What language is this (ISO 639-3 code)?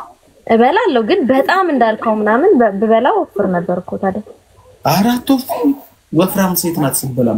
amh